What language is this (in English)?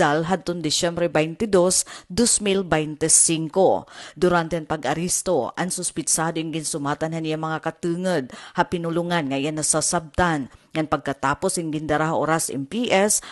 Waray